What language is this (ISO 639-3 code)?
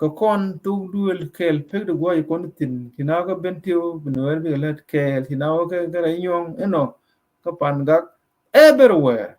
nus